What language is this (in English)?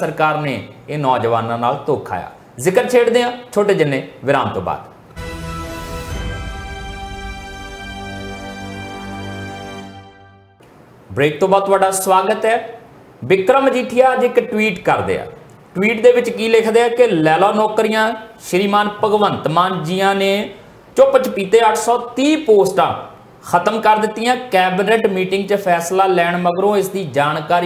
Punjabi